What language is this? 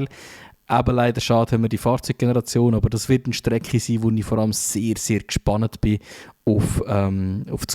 Swiss German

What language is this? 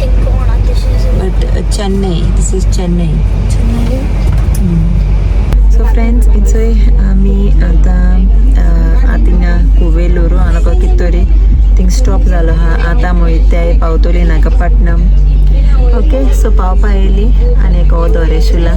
Konkani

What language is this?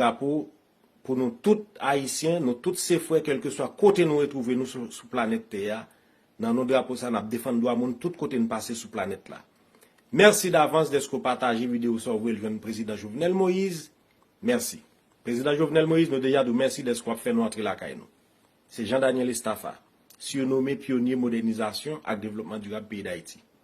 Haitian Creole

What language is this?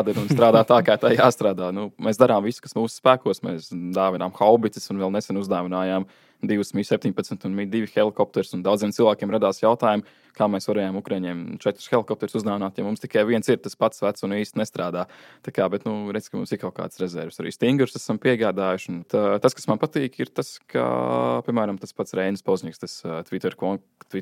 Latvian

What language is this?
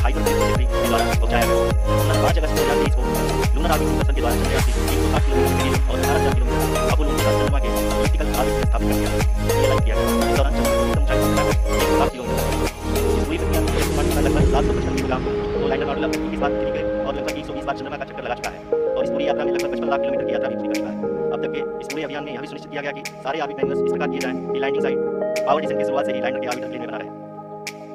Hindi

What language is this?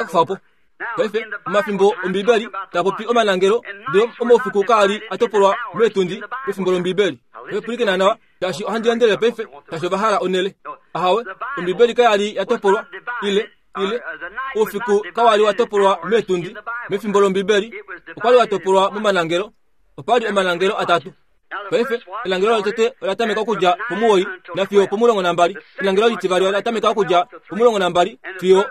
Kuanyama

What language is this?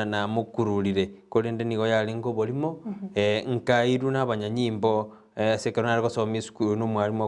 Gusii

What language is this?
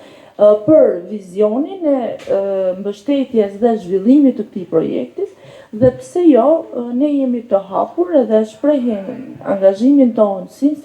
Albanian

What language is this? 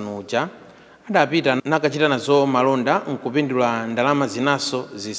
Nyanja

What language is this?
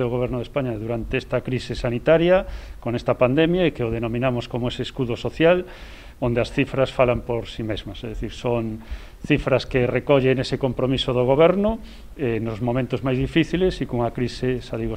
Galician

